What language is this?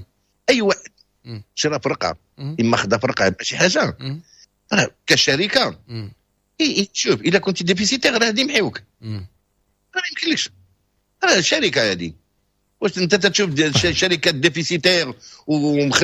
Moroccan Arabic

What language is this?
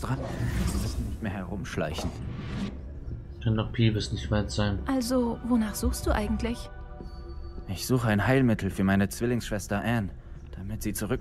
German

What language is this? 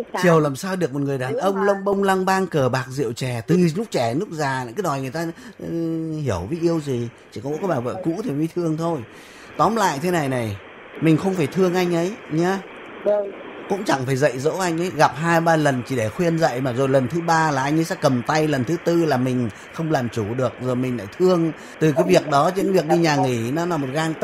Vietnamese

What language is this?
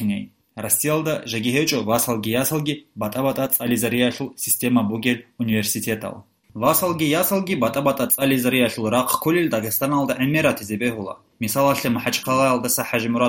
Avaric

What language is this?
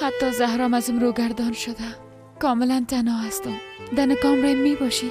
Persian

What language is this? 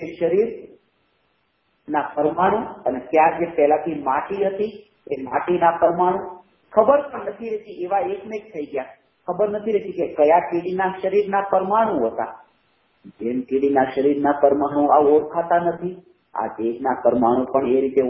Gujarati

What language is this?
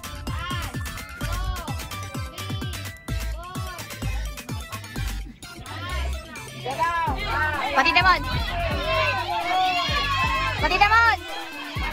Filipino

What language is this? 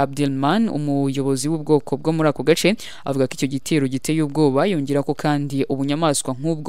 Kinyarwanda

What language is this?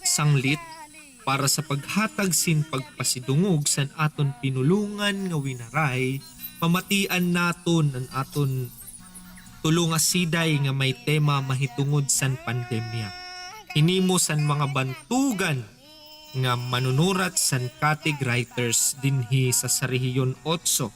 Waray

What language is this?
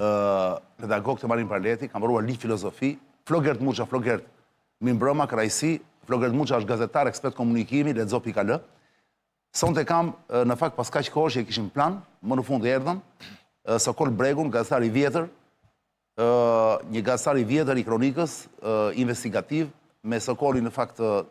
Albanian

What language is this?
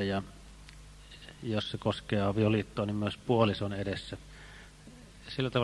Finnish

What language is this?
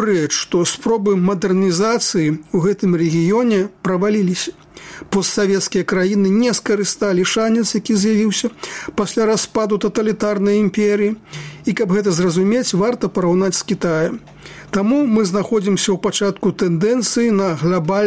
Belarusian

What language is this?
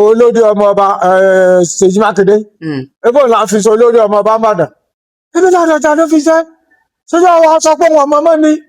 Yoruba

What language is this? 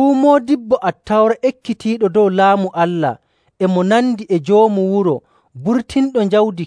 Nigerian Fulfulde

